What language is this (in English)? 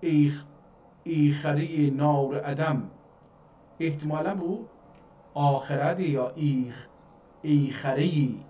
South Azerbaijani